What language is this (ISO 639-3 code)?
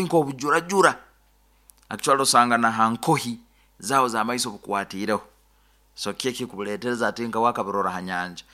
nyo